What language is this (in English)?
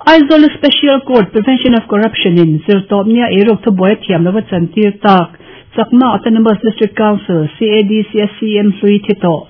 Mizo